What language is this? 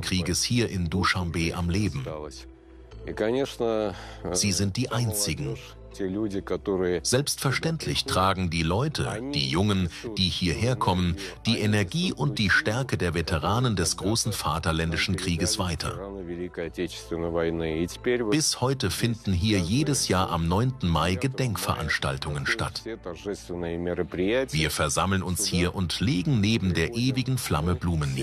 German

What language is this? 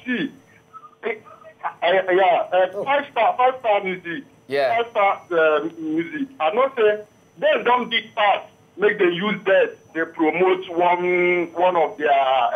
Nigerian Pidgin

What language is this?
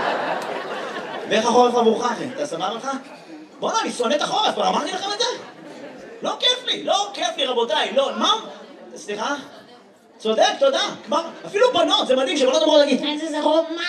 Hebrew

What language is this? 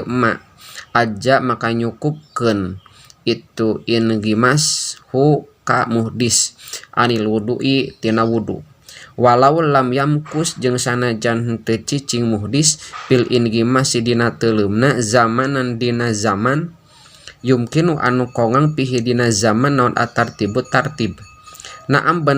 Sundanese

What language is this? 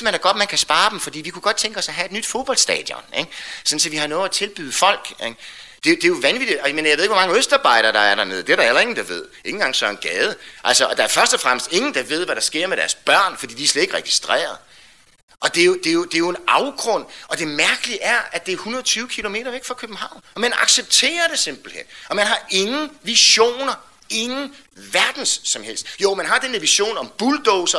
Danish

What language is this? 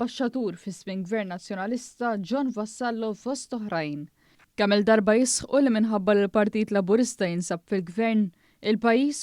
Maltese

